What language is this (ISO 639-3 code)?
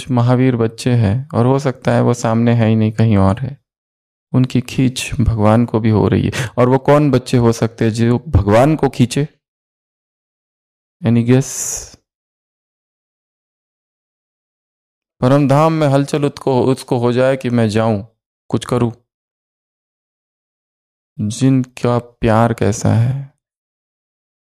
hin